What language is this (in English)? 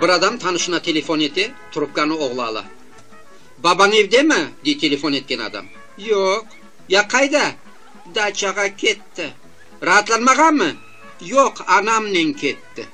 Crimean Tatar